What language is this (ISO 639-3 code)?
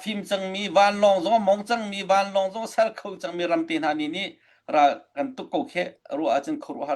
cnh